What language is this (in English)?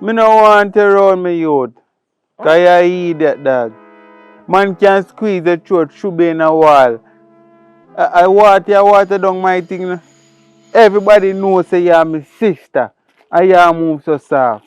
Jamaican Creole English